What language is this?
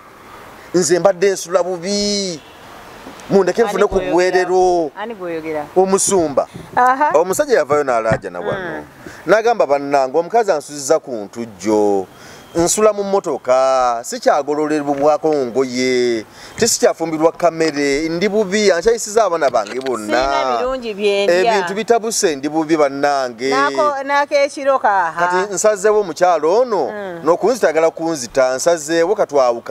Ganda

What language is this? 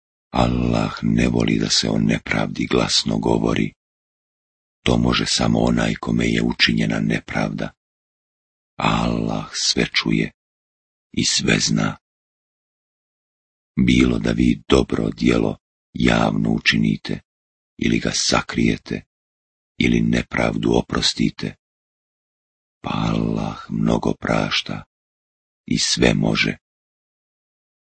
Bosnian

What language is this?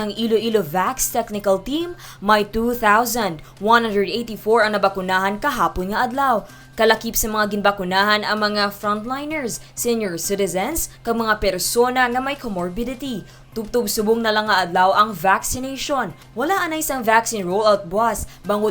Hiligaynon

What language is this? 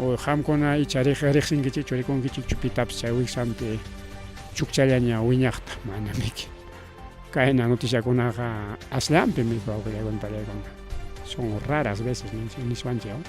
Ayacucho Quechua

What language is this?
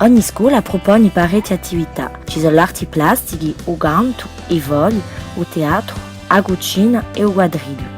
Corsican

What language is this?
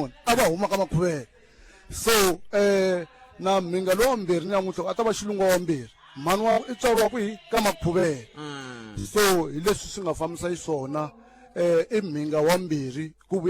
Tsonga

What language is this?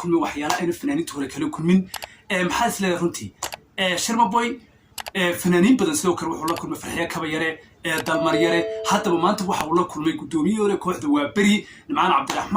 Somali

